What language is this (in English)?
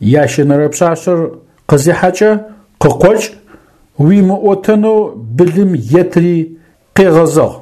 Adyghe